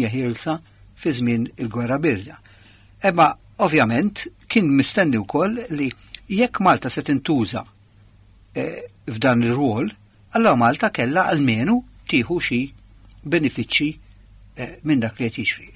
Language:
Maltese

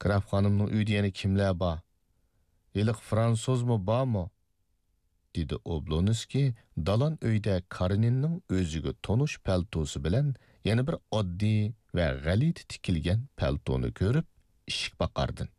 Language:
Uyghur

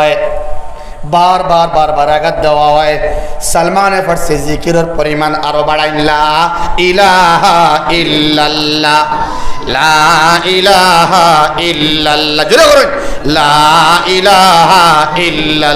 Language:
Sylheti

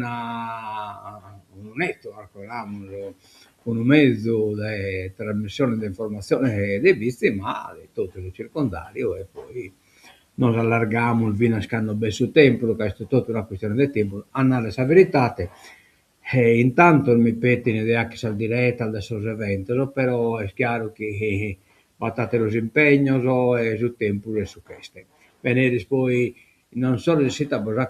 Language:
Sardinian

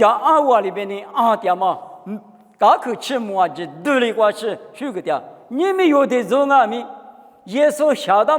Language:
Lisu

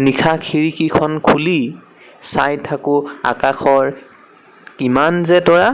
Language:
Assamese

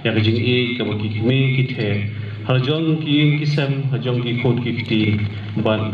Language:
Khasi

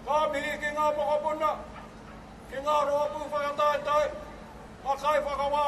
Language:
Māori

